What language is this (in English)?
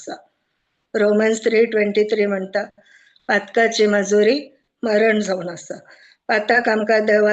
Konkani